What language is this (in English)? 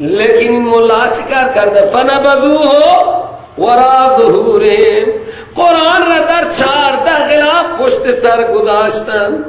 Persian